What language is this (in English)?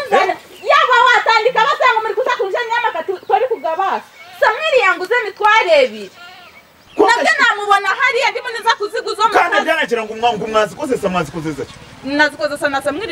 Kinyarwanda